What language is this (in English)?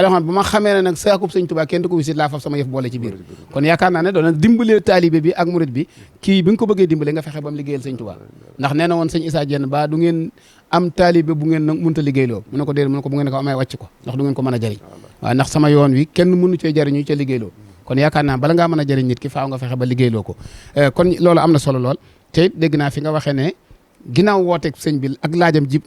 Wolof